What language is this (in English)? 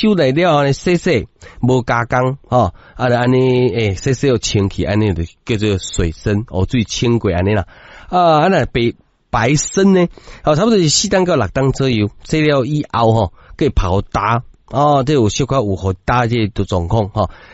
Min Nan Chinese